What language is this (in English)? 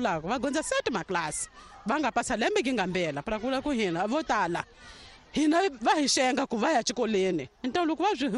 Tsonga